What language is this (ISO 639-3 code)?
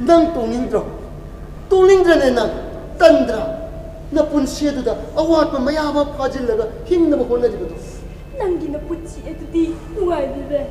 mni